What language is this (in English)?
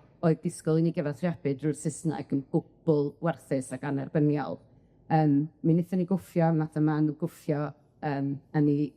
Welsh